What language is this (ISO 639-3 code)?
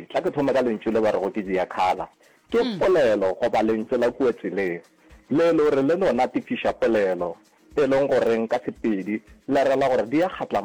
nso